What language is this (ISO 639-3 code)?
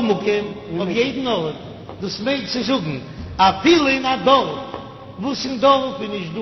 yid